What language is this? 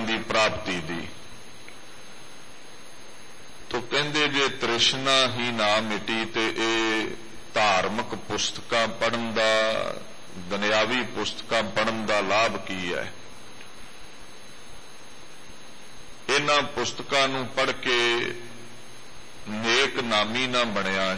Punjabi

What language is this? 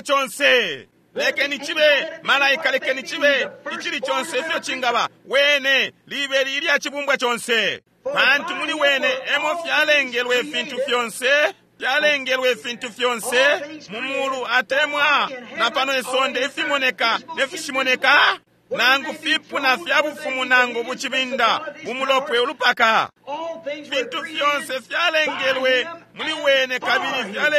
Bemba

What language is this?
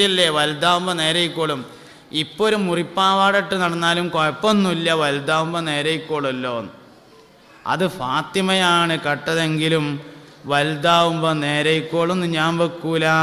Malayalam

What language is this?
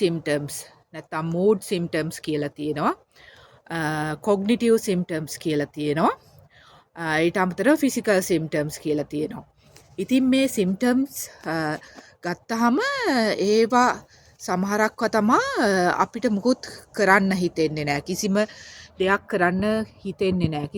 Sinhala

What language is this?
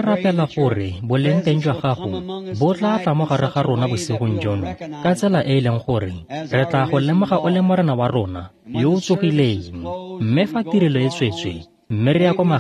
Tswana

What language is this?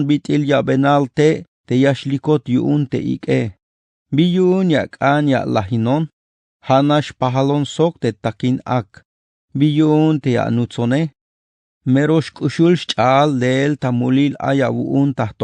Tzeltal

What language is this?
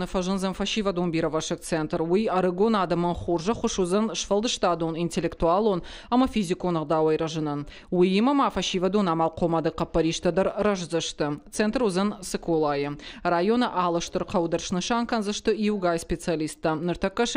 Ossetic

